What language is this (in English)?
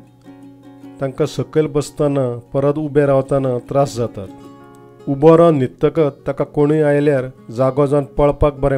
Konkani